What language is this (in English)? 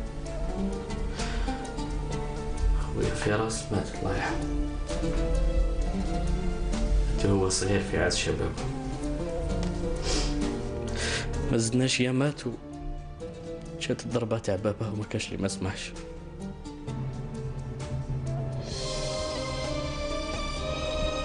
Algerian Arabic